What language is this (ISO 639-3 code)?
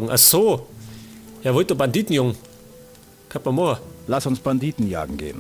bar